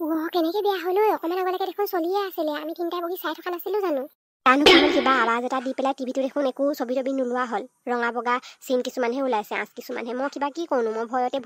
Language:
Assamese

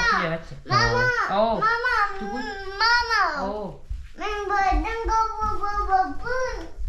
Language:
Yakut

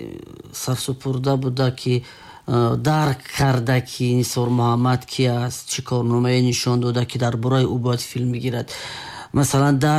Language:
Tajik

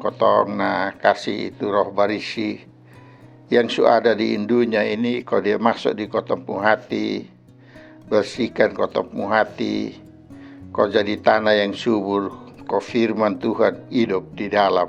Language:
Kupang Malay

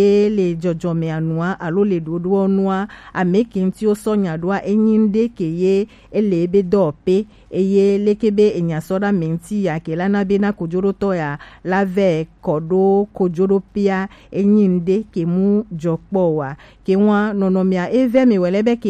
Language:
Gen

